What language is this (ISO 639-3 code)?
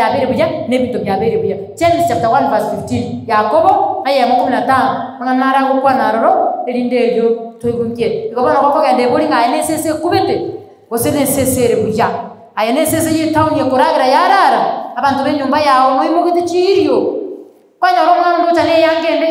guz